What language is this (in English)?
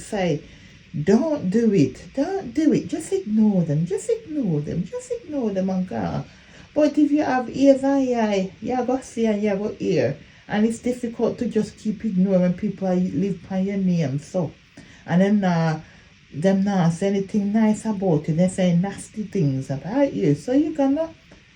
Jamaican Creole English